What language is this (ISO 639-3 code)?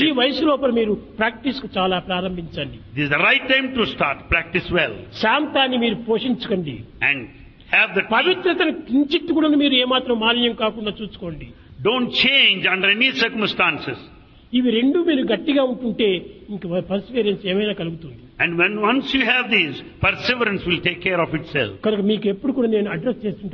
tel